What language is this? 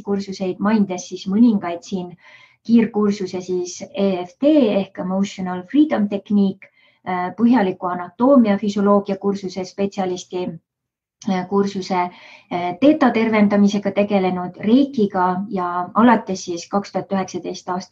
Estonian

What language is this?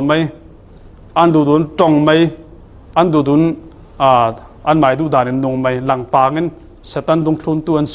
Falam Chin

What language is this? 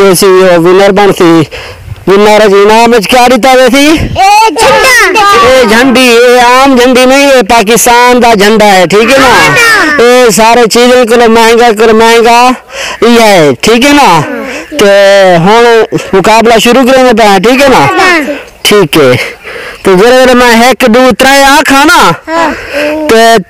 Saraiki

